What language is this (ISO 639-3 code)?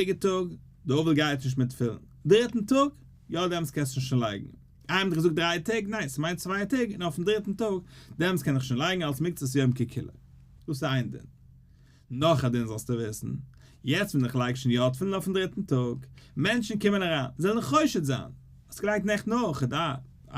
yid